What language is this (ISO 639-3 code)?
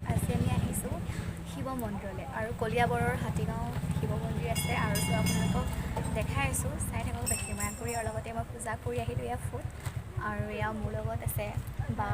asm